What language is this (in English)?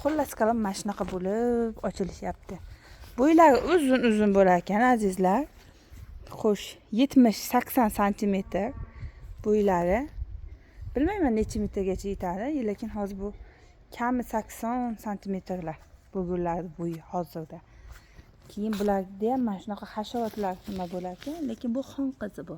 Uzbek